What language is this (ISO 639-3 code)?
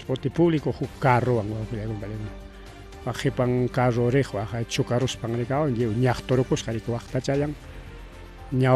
quy